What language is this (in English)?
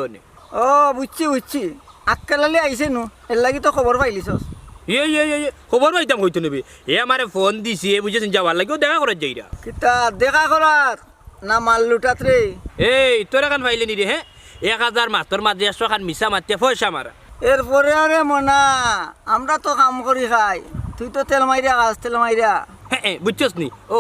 Sylheti